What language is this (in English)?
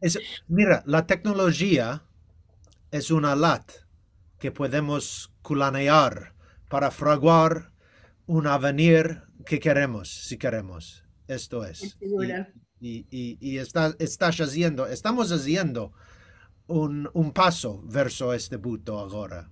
Ladino